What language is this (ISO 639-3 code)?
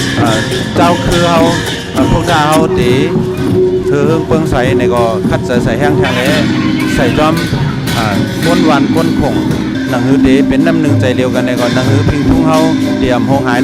shn